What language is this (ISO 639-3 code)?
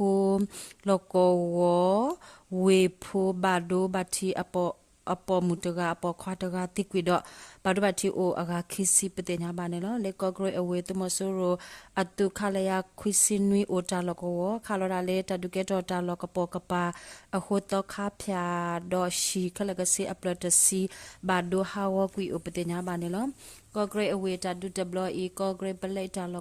ksw